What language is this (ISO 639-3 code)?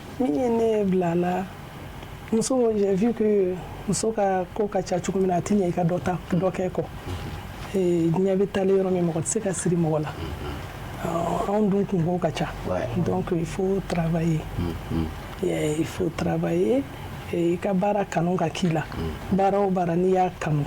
bam